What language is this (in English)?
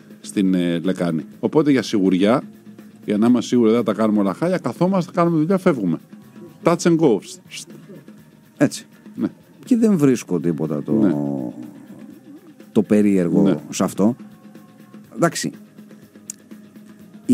Greek